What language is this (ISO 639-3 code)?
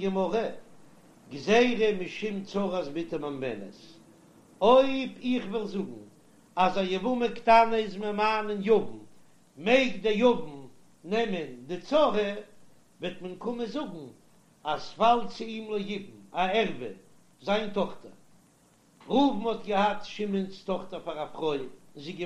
yid